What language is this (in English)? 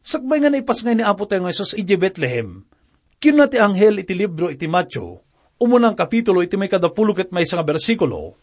Iloko